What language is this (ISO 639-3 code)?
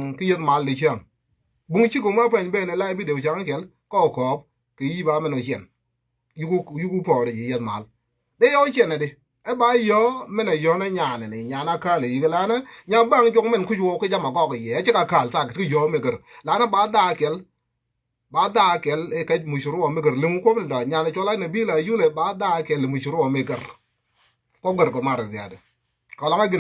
nus